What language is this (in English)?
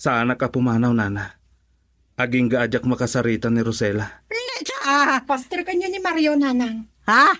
Iloko